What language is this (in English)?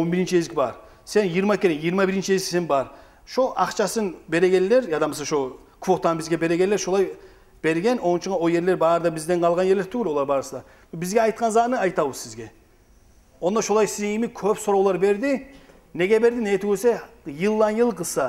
Kumyk